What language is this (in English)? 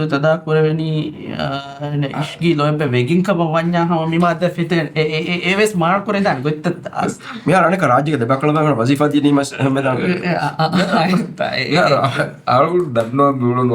Divehi